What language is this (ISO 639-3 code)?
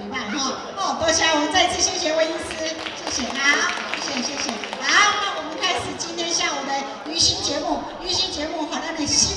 nan